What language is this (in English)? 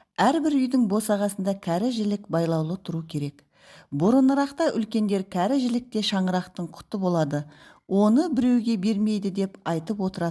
Kazakh